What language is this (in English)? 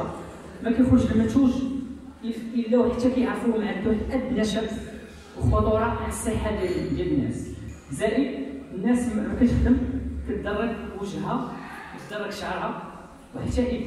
Moroccan Arabic